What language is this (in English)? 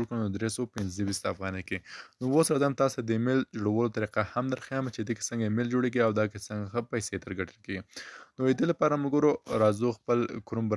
Pashto